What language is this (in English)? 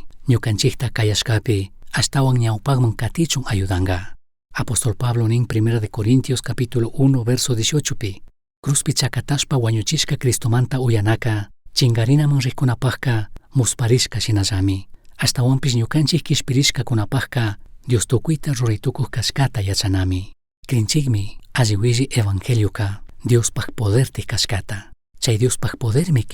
Chimborazo Highland Quichua